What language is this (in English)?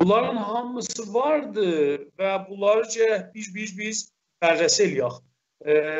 South Azerbaijani